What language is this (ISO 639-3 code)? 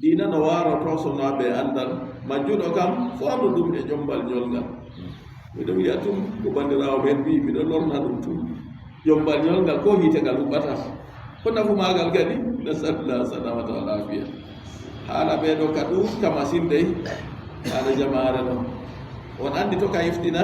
ful